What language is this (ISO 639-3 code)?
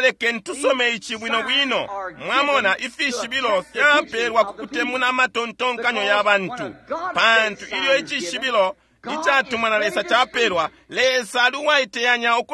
bem